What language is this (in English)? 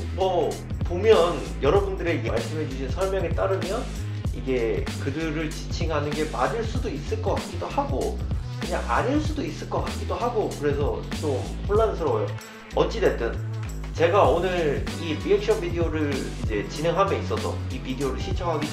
Korean